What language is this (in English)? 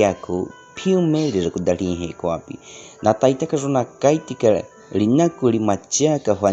Baniwa